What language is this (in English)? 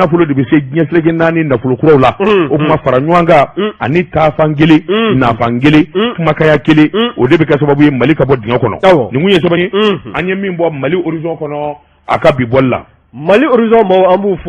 Bambara